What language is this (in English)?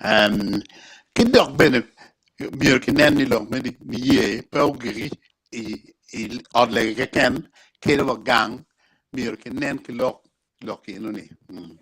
Acoli